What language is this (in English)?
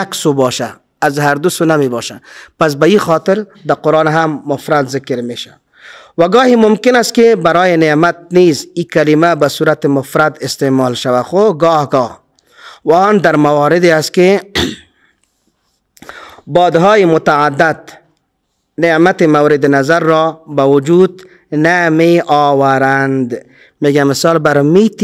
Persian